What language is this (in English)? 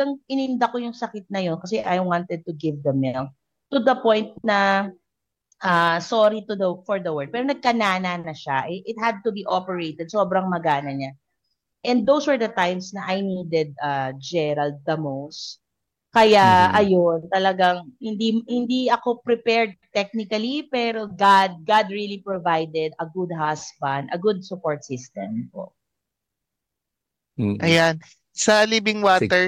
Filipino